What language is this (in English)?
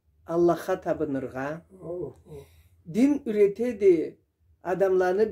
Karachay-Balkar